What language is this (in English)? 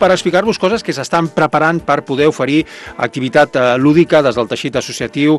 Catalan